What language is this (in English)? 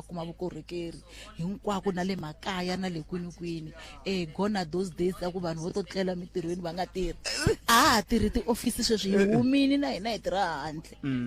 Tsonga